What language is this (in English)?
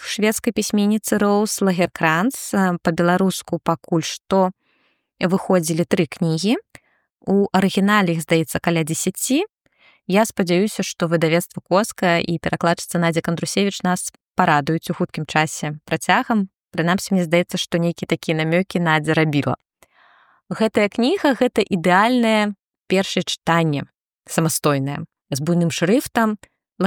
Belarusian